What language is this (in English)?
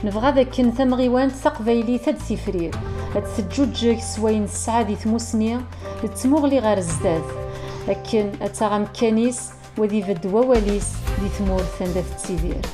Kabyle